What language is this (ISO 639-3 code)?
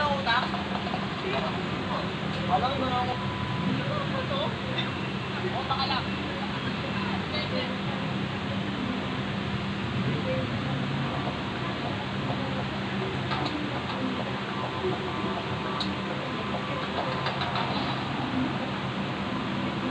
fil